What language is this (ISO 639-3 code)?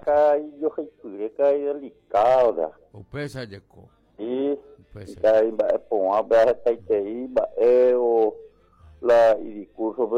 grn